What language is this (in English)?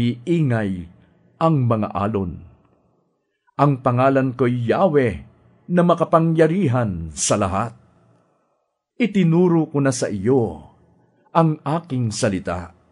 Filipino